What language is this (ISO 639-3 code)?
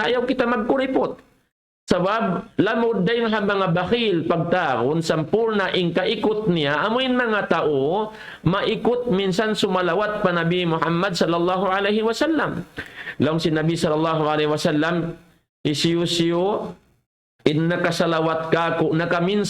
tsg